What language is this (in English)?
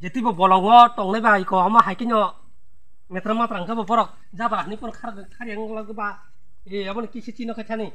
Kok Borok